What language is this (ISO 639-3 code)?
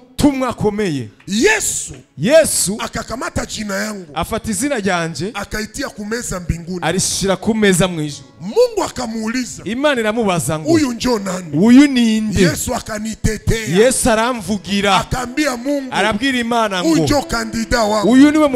run